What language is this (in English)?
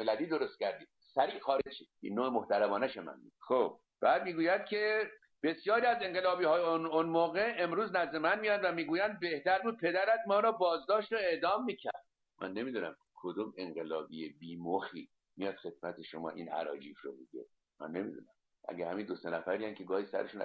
Persian